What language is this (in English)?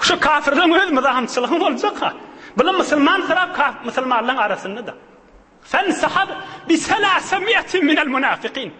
Turkmen